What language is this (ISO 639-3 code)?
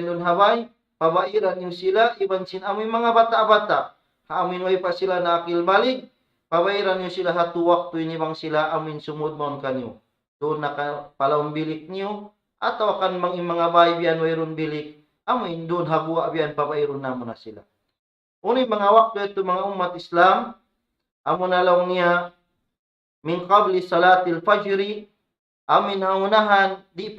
tsg